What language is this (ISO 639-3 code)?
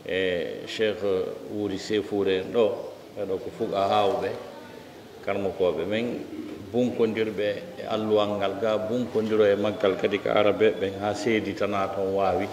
fuf